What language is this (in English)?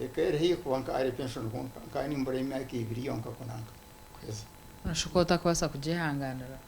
Nyankole